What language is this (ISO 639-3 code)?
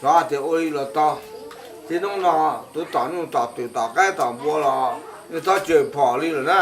hmn